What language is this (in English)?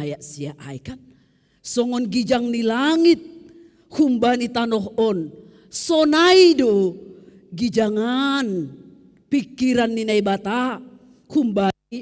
Batak Simalungun